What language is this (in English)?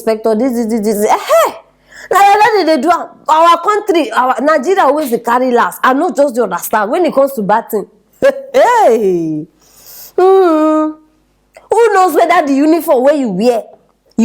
Nigerian Pidgin